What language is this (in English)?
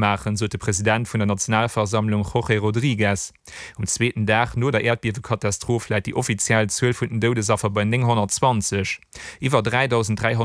Luxembourgish